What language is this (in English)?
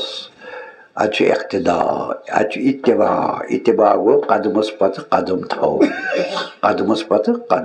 Kashmiri